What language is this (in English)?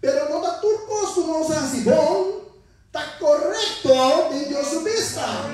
Papiamento